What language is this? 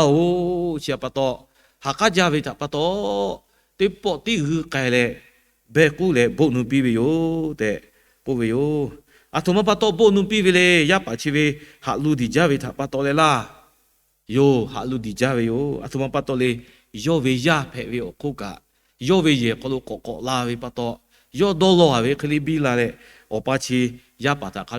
Lahu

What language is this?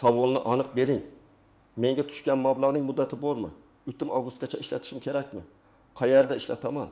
Uzbek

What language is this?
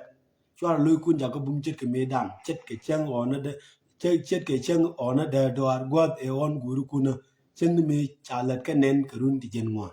Nuer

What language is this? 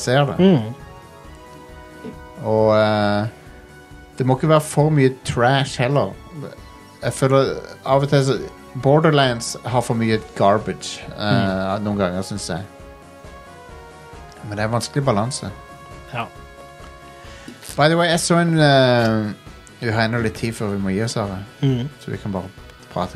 Norwegian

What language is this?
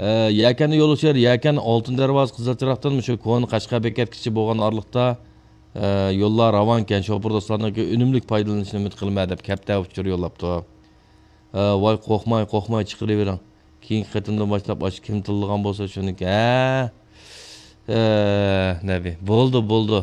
Uyghur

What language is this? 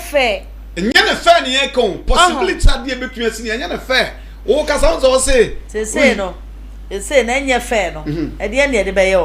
Akan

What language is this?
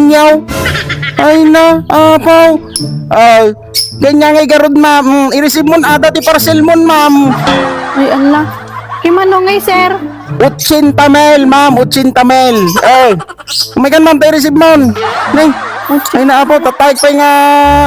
Iloko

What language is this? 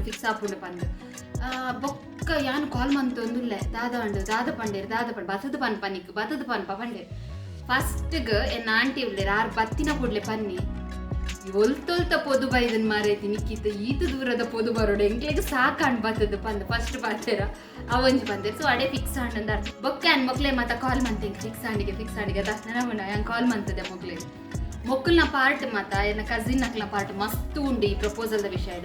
Tulu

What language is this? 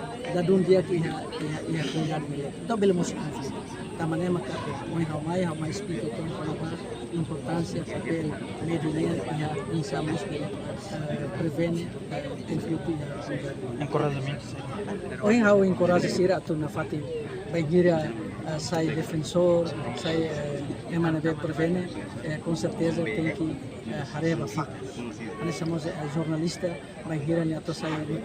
Tetum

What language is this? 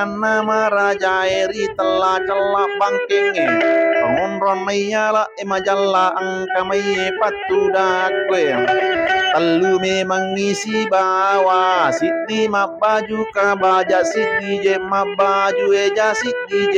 Buginese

